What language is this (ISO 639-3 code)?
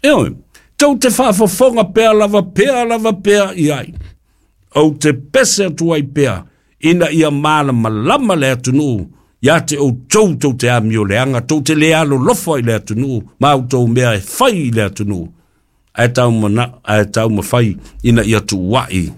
smo